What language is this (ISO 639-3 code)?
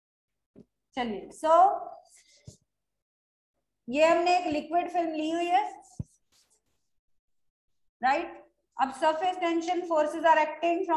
hin